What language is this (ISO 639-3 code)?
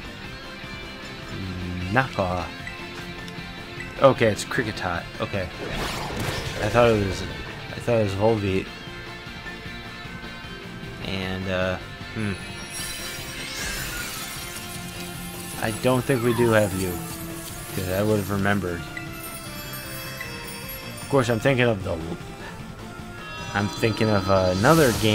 eng